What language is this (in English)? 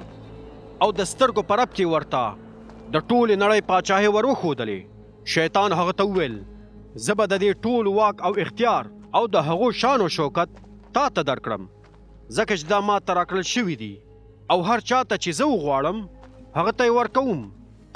Pashto